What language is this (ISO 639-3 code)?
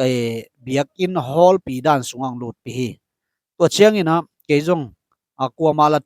ctd